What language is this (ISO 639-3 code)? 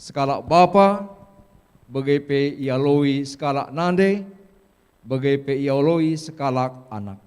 btx